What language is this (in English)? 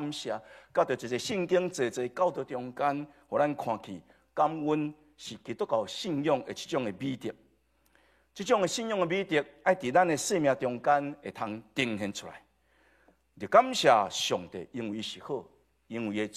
Min Nan Chinese